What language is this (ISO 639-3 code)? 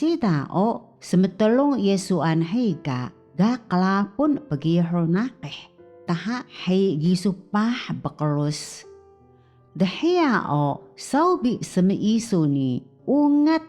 trv